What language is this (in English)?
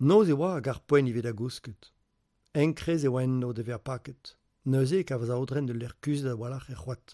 Breton